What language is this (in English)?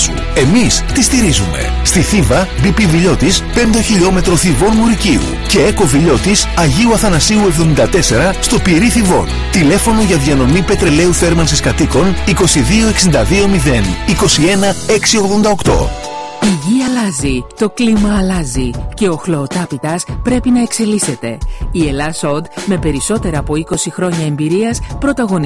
Greek